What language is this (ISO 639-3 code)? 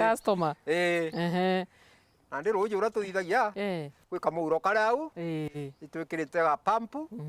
mer